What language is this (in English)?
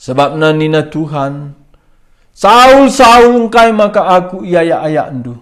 Batak Karo